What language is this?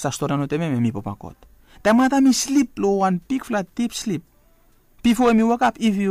Bislama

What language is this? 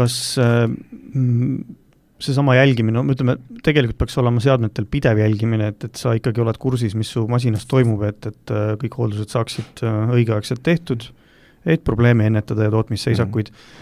Estonian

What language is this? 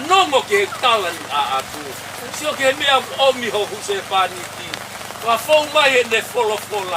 Tongan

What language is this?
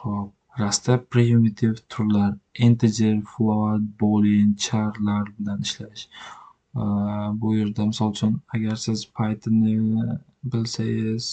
Uzbek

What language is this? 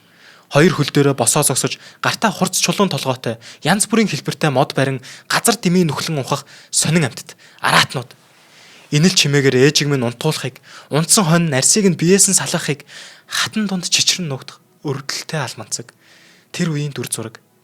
Mongolian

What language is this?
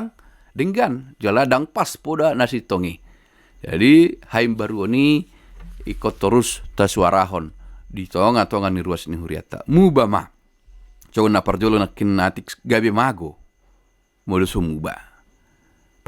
Batak Toba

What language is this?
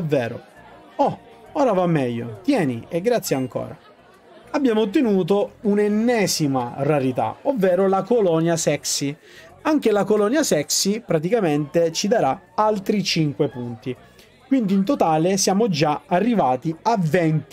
Italian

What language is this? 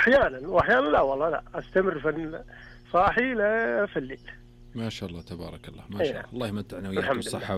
Najdi Arabic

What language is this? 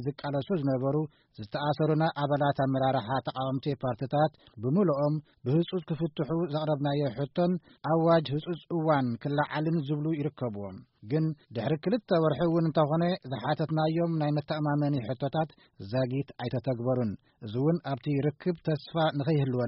Tigrinya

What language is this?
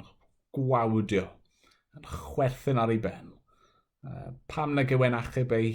Welsh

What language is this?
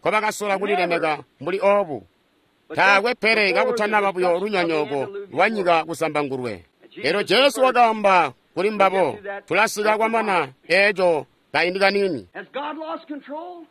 Tonga (Zambia)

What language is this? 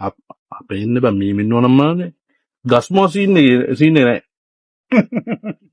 Sinhala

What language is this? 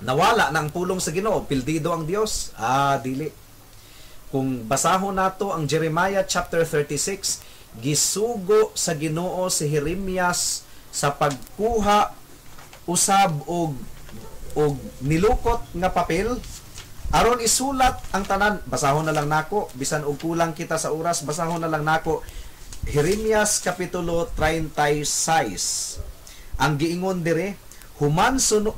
Cebuano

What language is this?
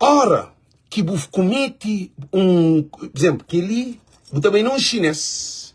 Kabuverdianu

